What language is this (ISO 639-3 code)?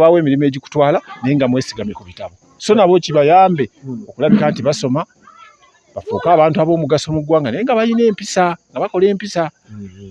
lug